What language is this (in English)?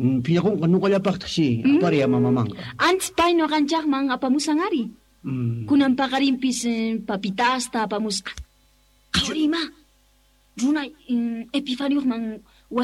Quechua